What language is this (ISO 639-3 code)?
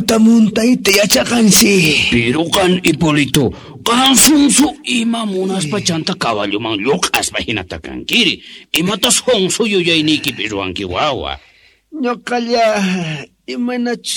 que